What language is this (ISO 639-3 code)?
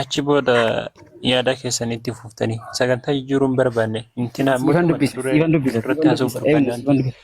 orm